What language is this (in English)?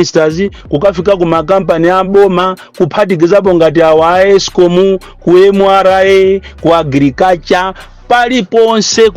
Nyanja